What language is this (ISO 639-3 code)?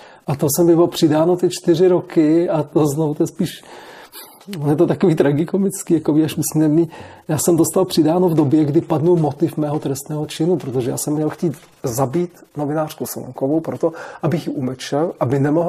ces